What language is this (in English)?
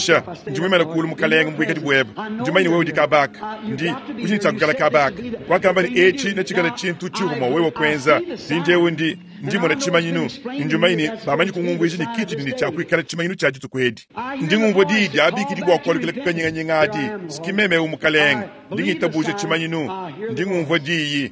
Luba-Lulua